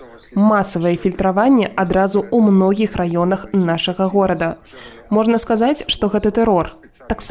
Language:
Belarusian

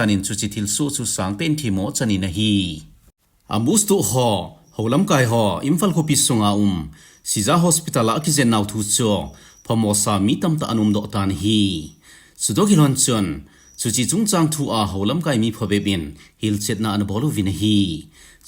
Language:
Thado Chin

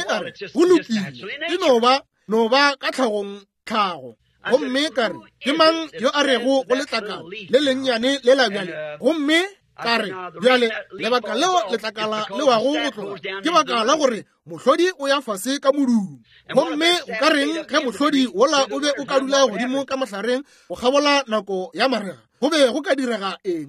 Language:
Northern Sotho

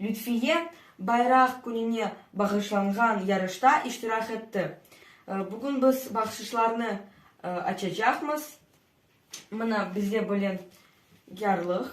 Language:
Crimean Tatar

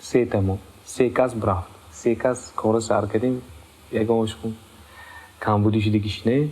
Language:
Tajik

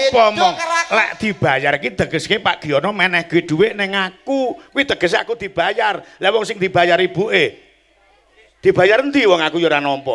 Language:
Javanese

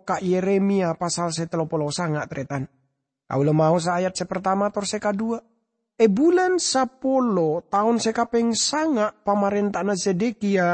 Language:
Madurese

